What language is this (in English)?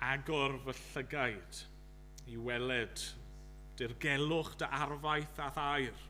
Welsh